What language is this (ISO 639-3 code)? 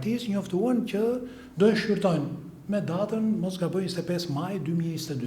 sqi